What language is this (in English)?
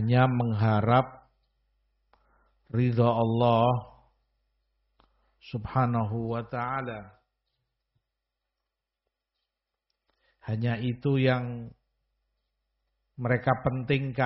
Indonesian